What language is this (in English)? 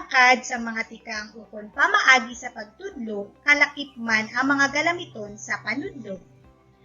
Hiligaynon